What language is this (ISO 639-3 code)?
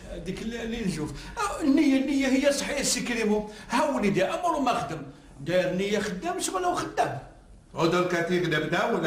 arq